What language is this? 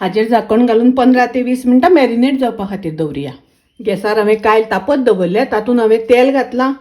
Konkani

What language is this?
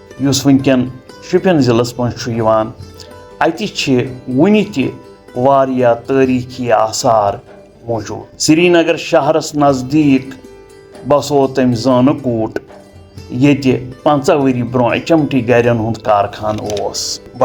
Kashmiri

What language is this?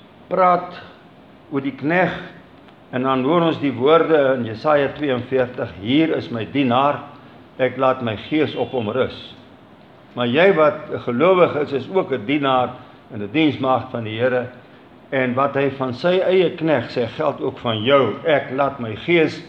Afrikaans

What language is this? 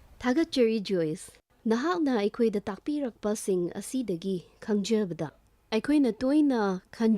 Manipuri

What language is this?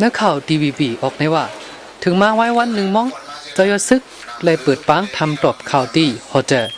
Shan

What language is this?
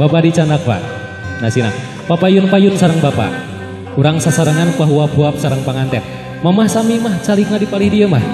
Sundanese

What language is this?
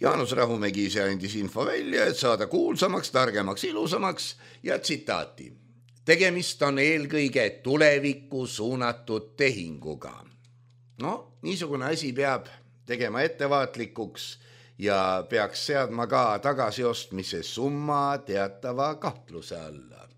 Estonian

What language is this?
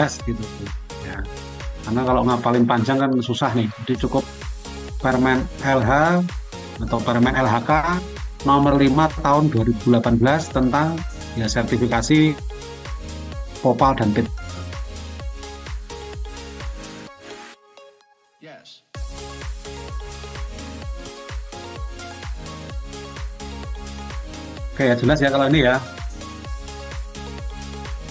Indonesian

